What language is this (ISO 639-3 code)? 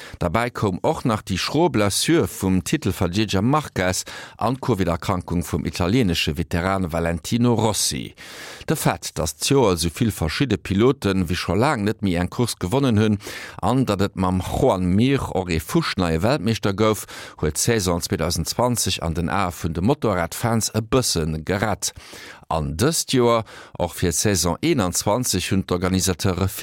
ltz